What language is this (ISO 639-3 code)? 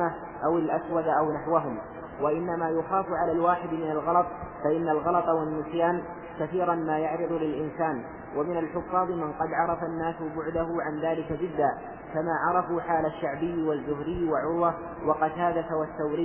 ara